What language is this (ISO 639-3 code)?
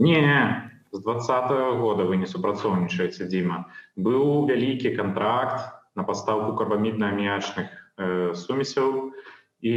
bel